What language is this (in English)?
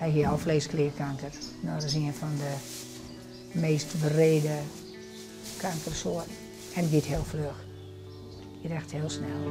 Western Frisian